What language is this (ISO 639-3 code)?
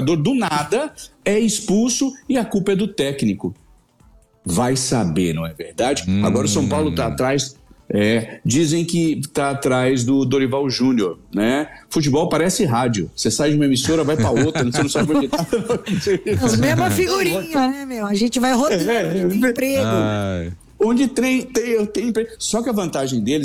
por